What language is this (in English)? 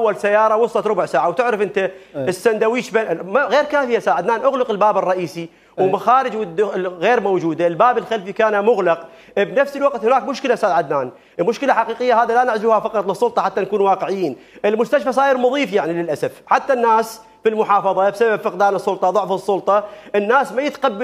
Mesopotamian Arabic